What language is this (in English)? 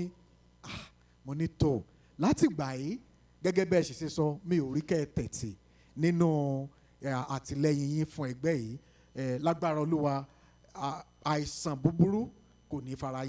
Yoruba